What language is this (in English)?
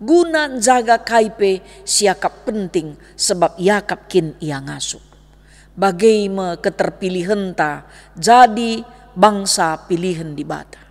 Batak Karo